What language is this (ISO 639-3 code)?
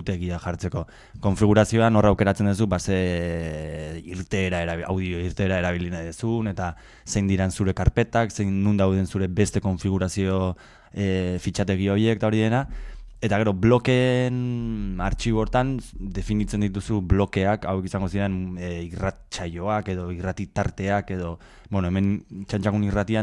eus